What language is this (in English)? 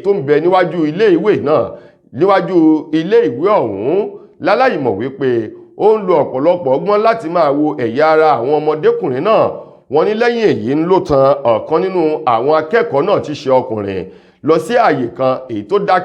Yoruba